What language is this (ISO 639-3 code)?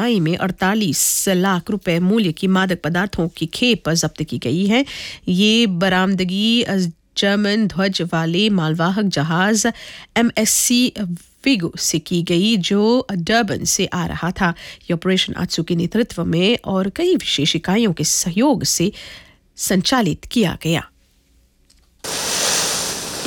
hin